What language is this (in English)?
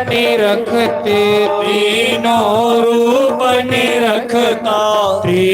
Dogri